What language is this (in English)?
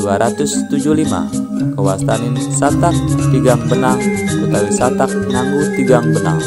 Balinese